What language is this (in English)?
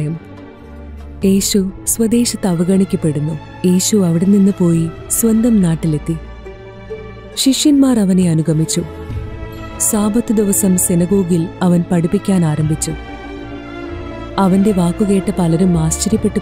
Malayalam